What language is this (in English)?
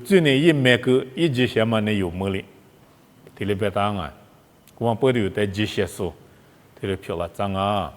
Lisu